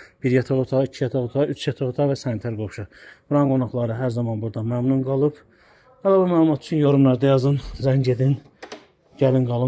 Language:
Azerbaijani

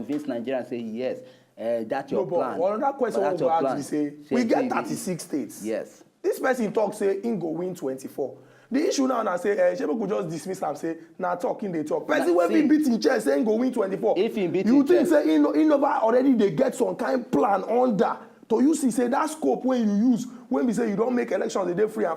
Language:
Nigerian Pidgin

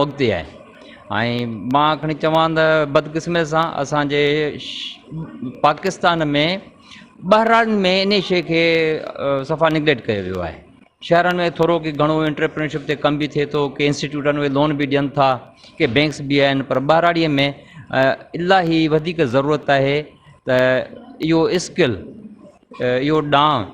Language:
Sindhi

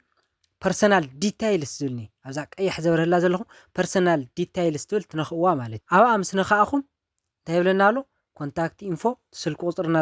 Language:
Tigrinya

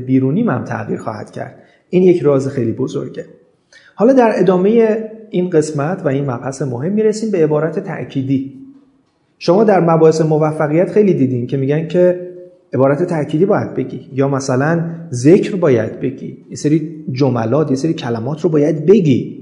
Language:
Persian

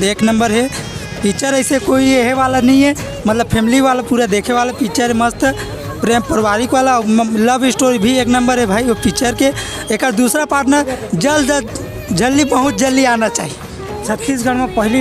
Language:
Chhattisgarhi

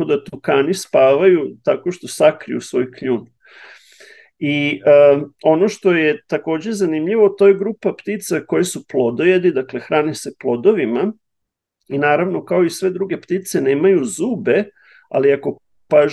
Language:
Serbian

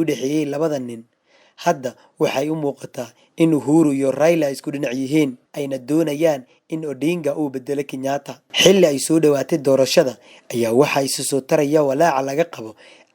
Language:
Somali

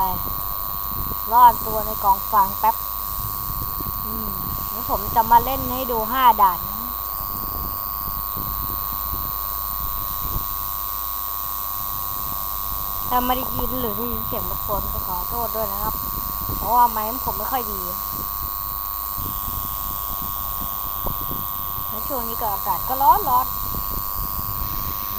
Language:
Thai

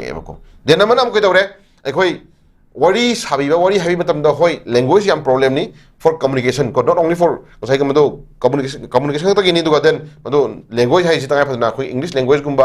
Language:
Manipuri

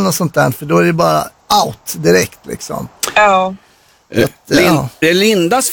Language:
Swedish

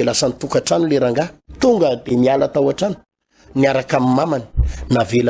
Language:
Malagasy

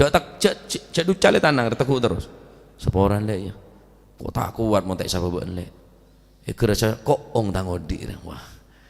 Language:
Madurese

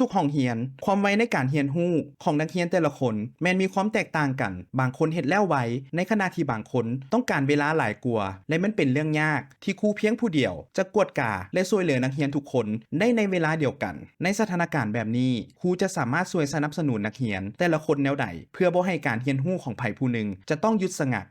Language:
Lao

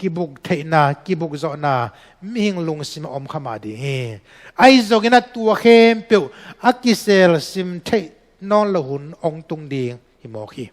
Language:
Tedim Chin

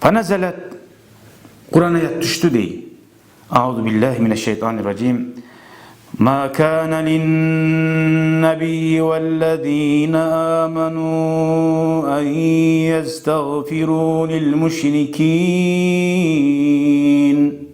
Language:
Kumyk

